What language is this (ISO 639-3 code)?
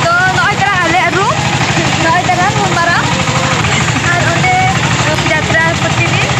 sat